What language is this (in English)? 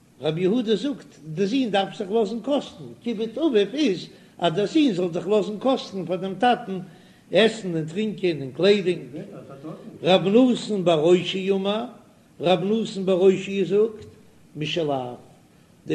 Yiddish